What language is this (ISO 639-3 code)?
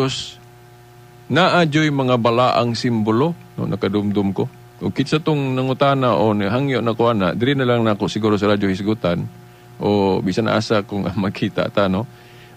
ceb